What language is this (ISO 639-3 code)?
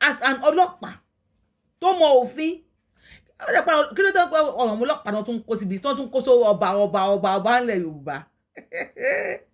yor